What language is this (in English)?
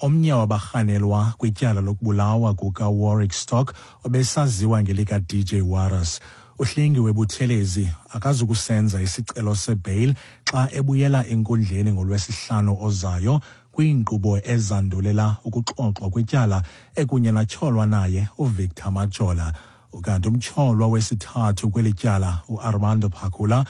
Xhosa